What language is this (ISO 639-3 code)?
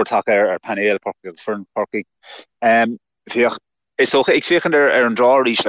gle